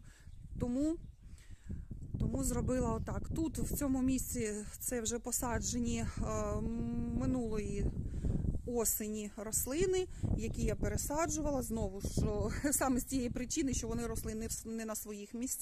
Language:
Ukrainian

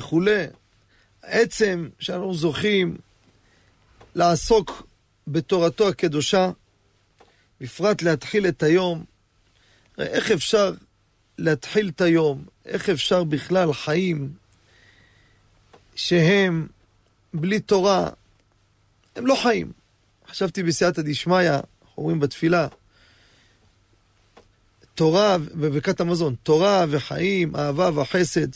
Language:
Hebrew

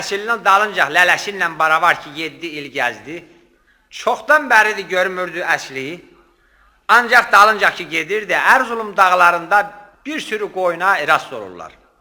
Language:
South Azerbaijani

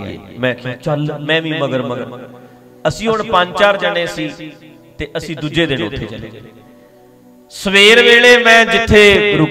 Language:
Punjabi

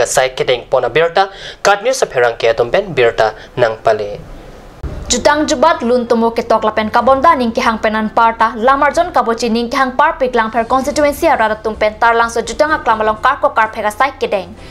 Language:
Karbi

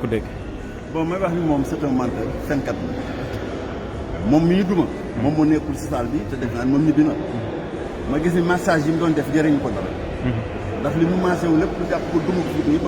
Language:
Wolof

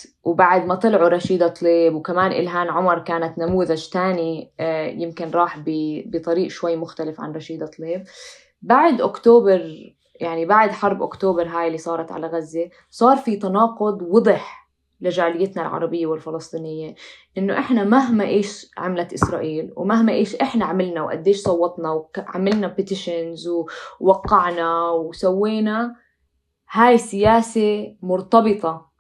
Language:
North Levantine Arabic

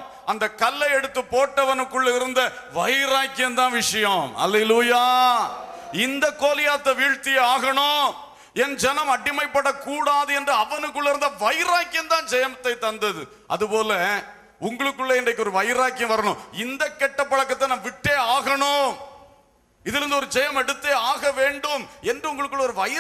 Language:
Tamil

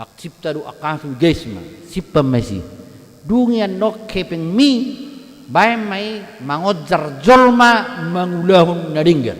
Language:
Batak Toba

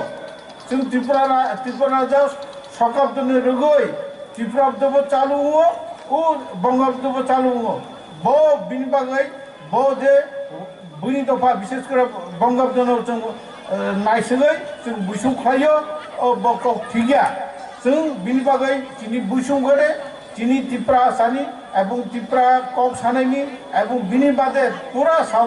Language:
Kok Borok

